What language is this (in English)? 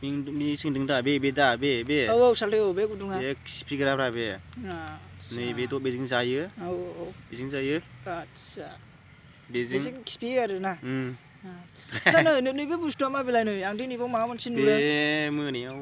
Bodo